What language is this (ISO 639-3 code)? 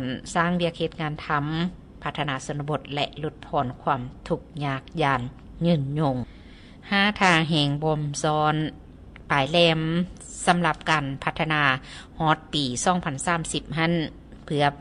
lao